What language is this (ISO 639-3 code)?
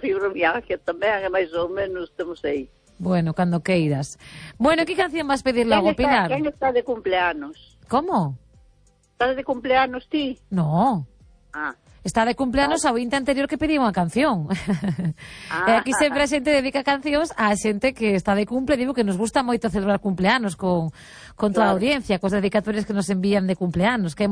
glg